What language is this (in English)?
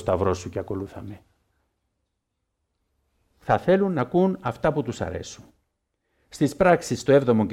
Greek